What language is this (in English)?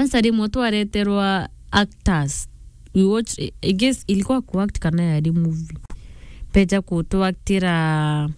Meru